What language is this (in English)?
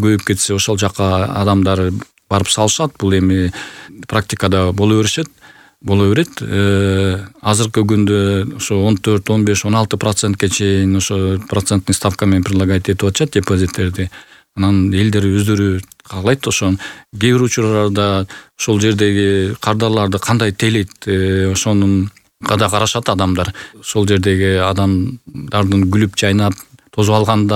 Kyrgyz